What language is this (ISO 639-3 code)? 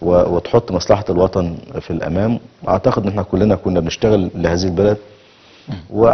arz